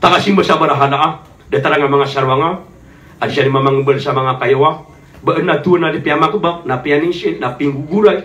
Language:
Maranao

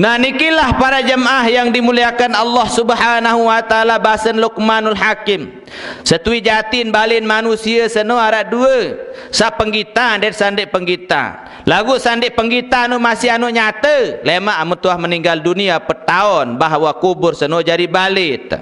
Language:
Sasak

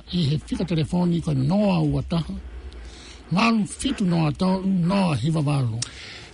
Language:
Tongan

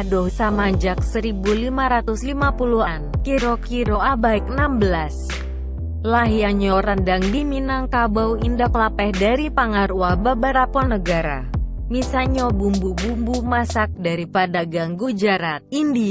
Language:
Minangkabau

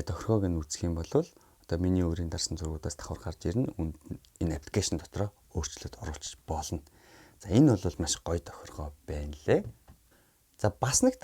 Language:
Mongolian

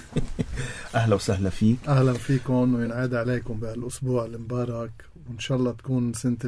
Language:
North Levantine Arabic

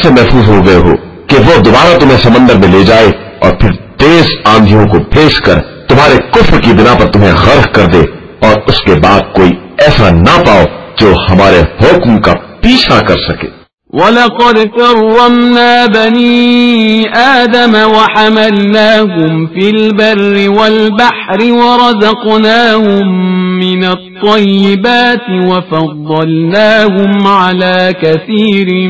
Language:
Urdu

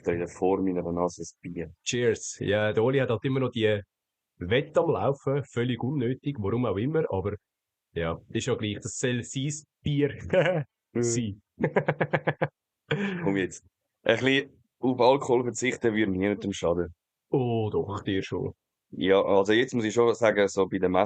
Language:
Swiss German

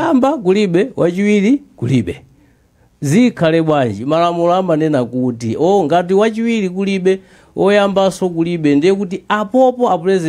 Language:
Nyanja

